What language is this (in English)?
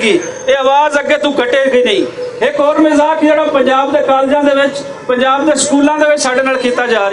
Western Panjabi